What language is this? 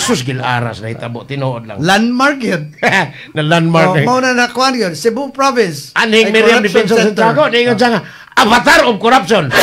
Cebuano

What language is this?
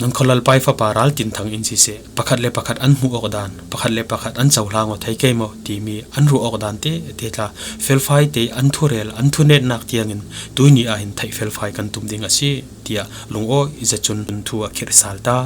Falam Chin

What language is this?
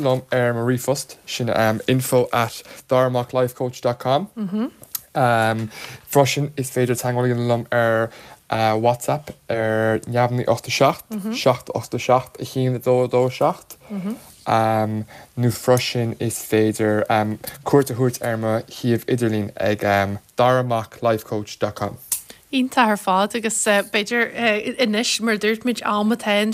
Irish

